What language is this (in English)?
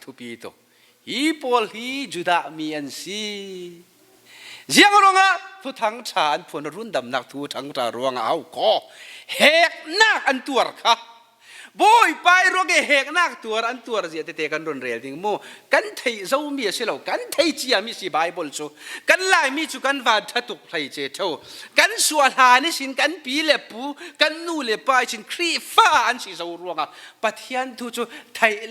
Falam Chin